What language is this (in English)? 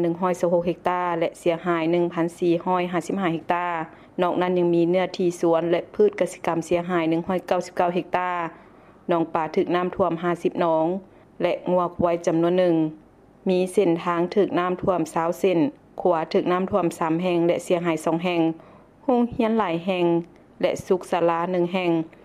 Lao